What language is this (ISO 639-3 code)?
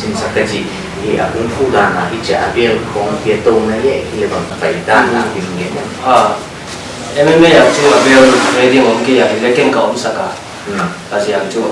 pck